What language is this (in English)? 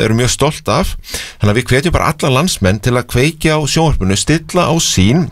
Icelandic